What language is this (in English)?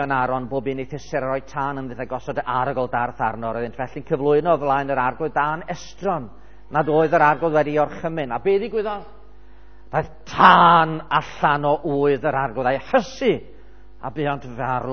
Welsh